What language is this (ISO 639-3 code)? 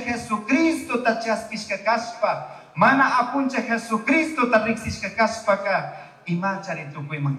qug